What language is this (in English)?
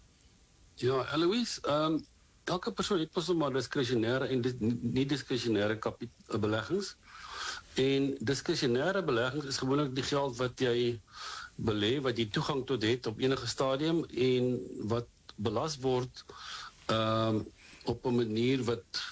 Afrikaans